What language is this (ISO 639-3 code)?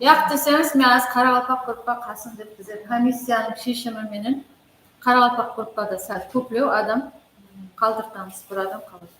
kaa